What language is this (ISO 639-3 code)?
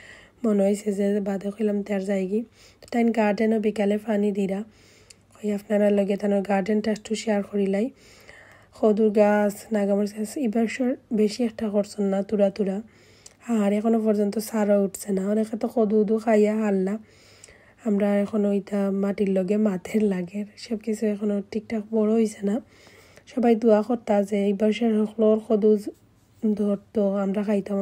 syl